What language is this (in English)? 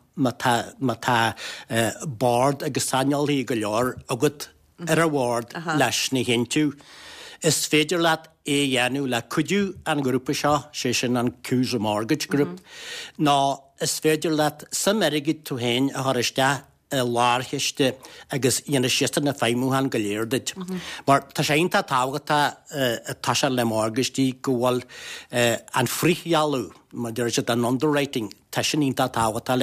Irish